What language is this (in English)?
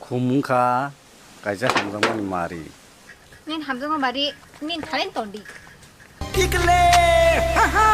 Kok Borok